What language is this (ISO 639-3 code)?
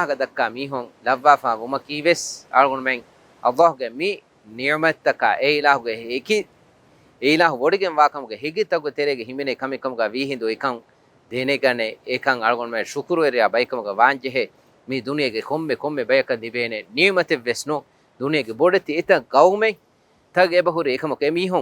div